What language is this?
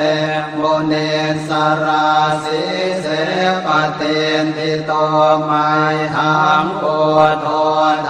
Pali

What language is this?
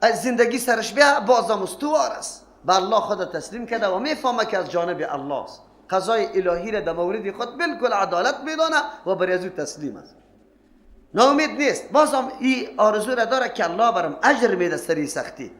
Persian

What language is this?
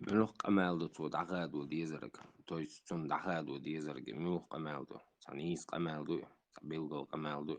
Chechen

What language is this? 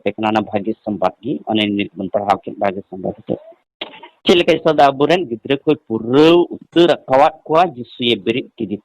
Santali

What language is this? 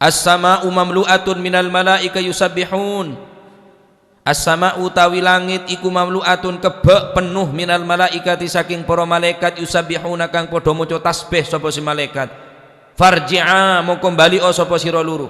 Madurese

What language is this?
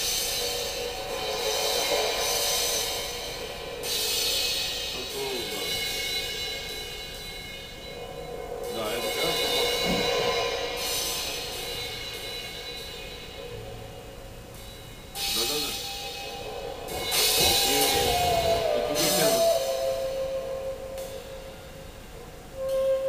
Bulgarian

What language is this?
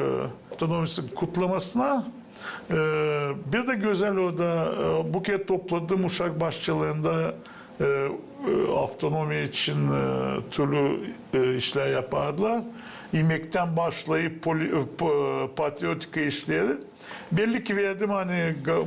Gagauz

